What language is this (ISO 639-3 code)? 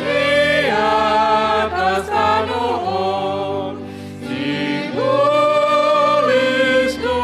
bts